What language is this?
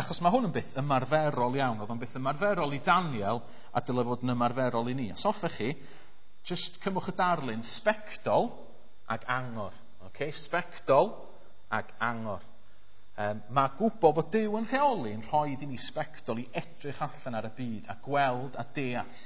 Welsh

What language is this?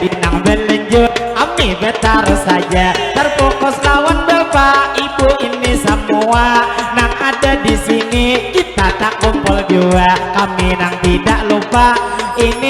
Banjar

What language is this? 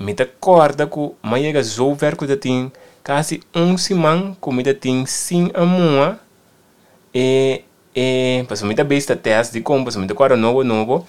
Papiamento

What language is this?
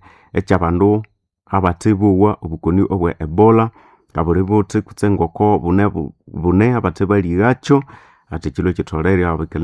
Nande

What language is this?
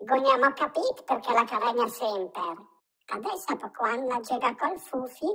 Lombard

